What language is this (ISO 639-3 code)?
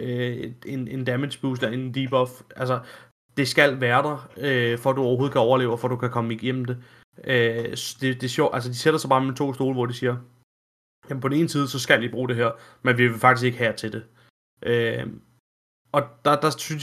dan